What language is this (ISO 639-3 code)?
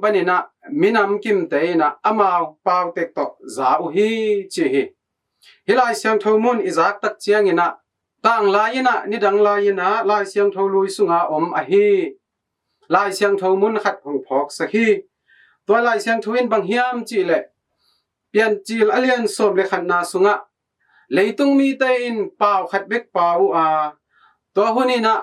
ctd